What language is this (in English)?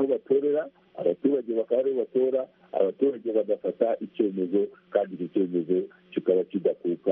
Kinyarwanda